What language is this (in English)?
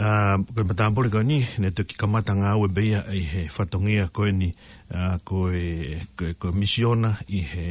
Tongan